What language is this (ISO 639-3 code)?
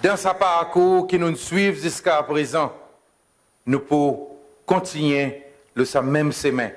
crs